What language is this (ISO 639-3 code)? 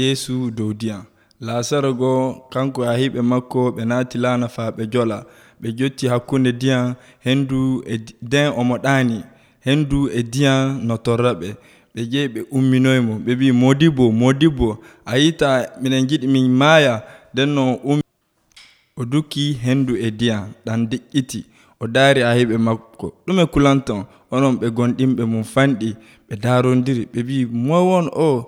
fuv